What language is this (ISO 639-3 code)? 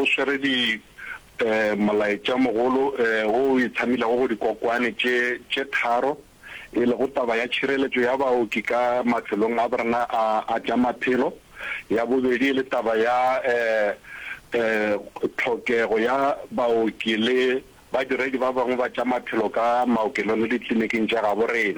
nso